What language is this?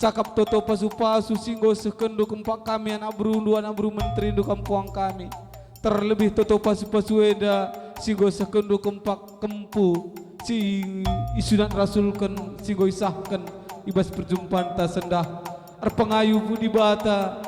Batak Karo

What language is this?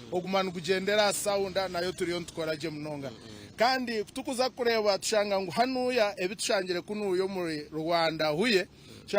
Nyankole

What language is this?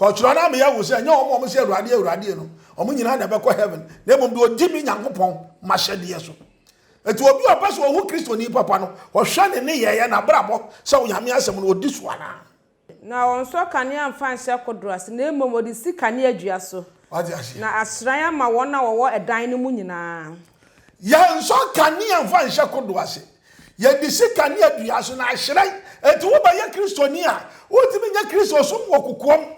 Akan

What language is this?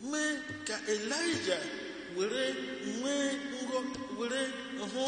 Igbo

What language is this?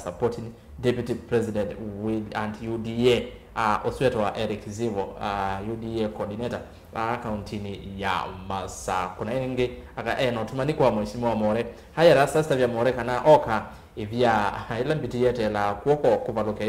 Kamba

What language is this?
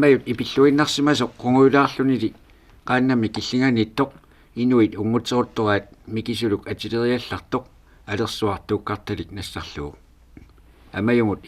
Kalaallisut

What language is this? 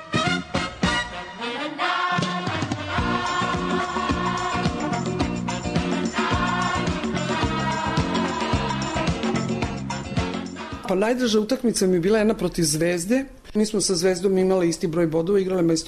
Serbian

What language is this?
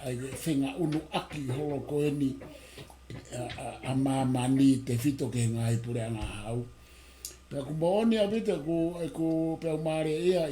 Tongan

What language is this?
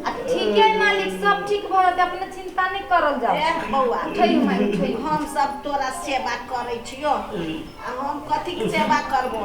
Maithili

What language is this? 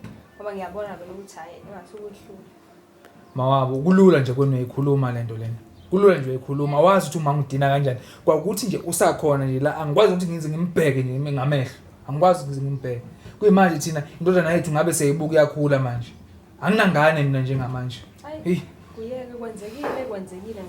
Zulu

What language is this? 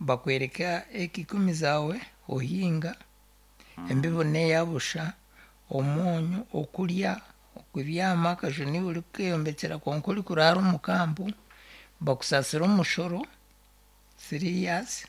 Nyankole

